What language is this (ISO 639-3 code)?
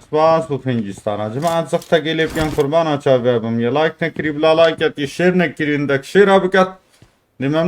kur